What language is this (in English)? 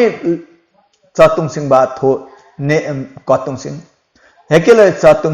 Limbu